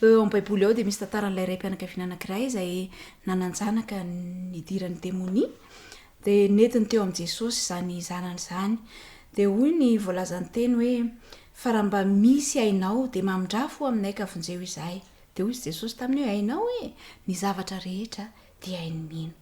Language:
Malagasy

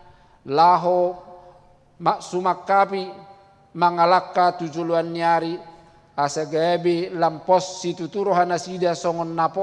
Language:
Batak Toba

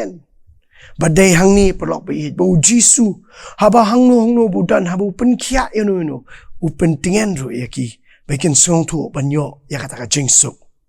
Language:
Khasi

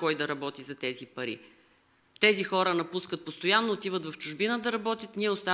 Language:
Bulgarian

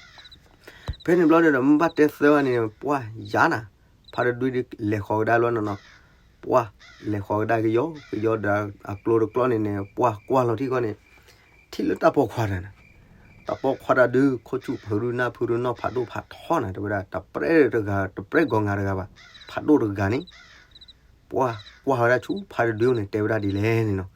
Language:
S'gaw Karen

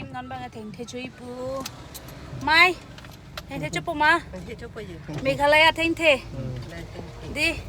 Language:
Karbi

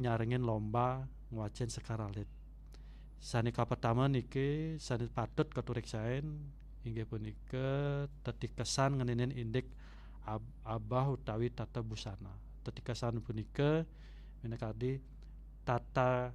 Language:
Balinese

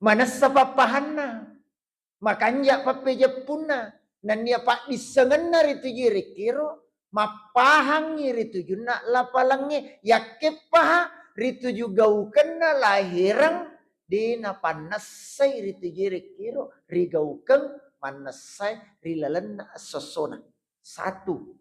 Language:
Buginese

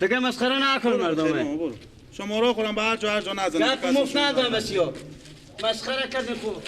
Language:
Persian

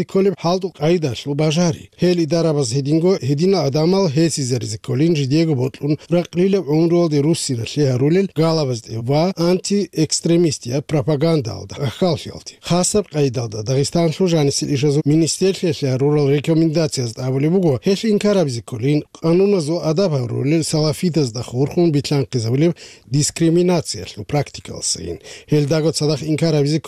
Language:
Avaric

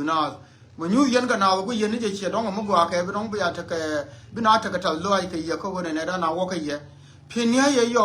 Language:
Nuer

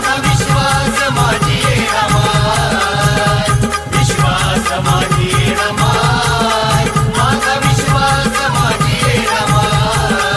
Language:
Marathi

